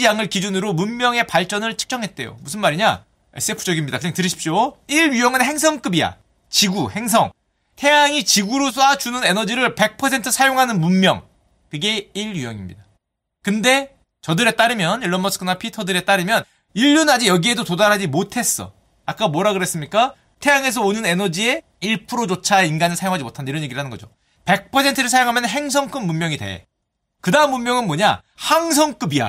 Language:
Korean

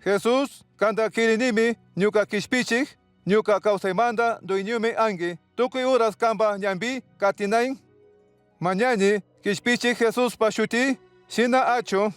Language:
Chimborazo Highland Quichua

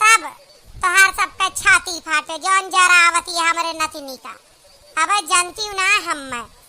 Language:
Awadhi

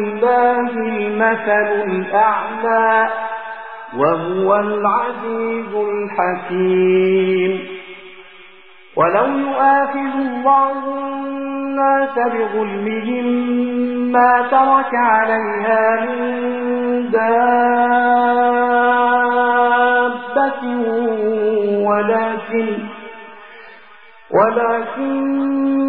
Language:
Arabic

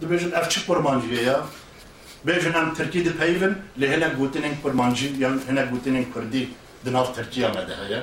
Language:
Kurdish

